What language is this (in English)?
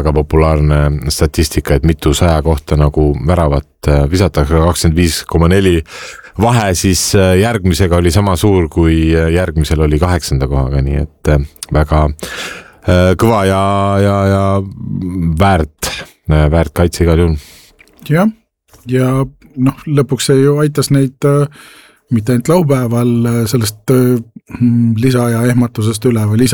Estonian